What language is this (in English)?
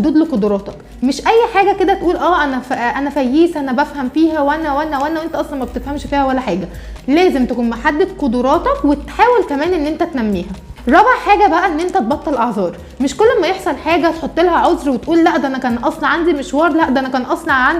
Egyptian Arabic